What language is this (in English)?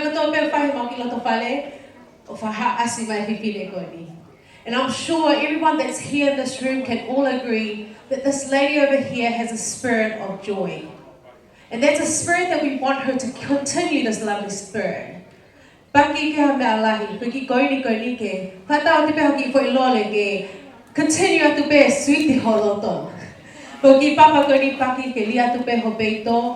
Tongan